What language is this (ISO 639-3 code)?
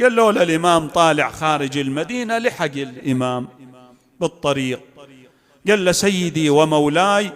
acm